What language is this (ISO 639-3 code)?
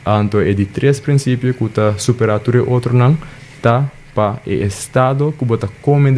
pap